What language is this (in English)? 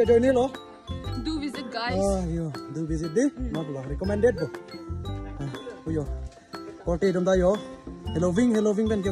Karbi